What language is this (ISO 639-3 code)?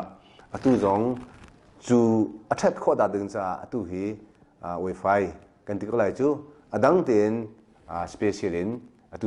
cnh